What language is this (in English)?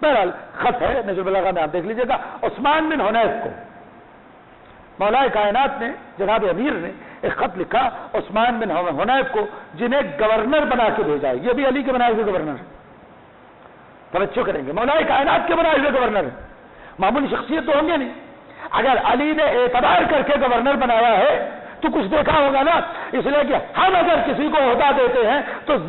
Urdu